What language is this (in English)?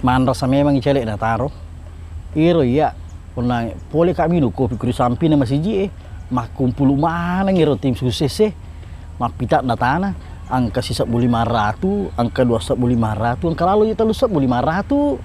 Buginese